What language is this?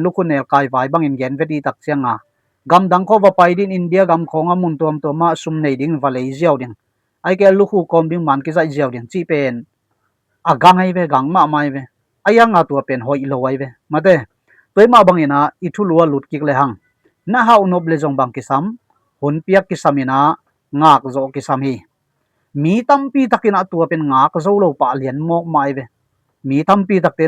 Tedim Chin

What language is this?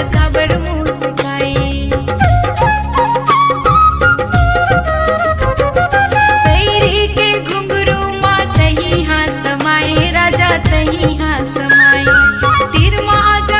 Chhattisgarhi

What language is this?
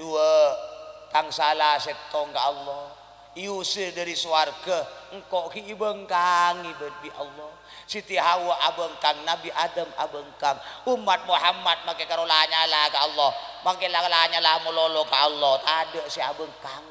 Madurese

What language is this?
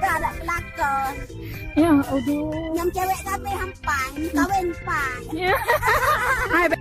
Achinese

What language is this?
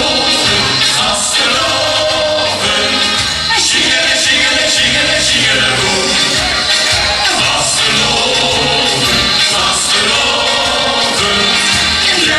Limburgish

